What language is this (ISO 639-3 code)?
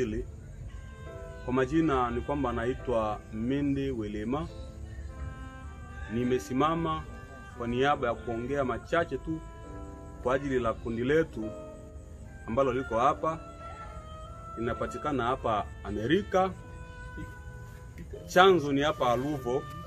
swa